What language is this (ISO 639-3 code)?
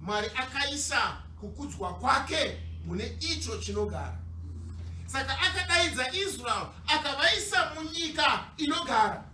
sna